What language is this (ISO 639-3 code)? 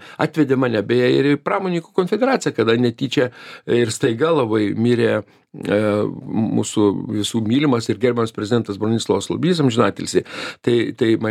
lit